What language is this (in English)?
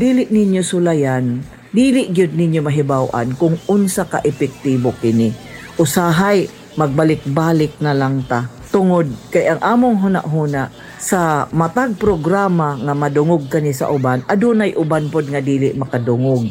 Cebuano